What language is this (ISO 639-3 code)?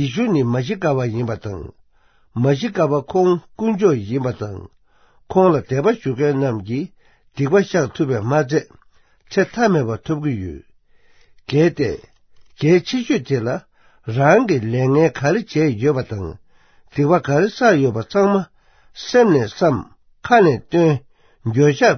bod